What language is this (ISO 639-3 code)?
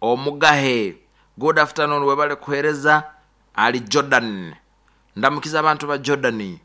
nyo